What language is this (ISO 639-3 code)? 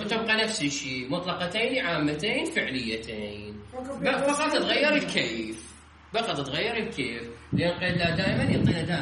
acm